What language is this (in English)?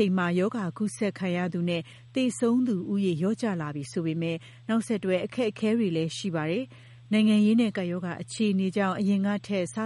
Burmese